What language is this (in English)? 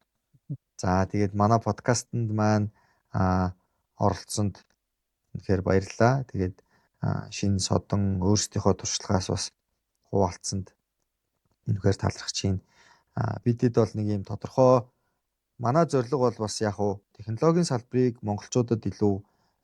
Mongolian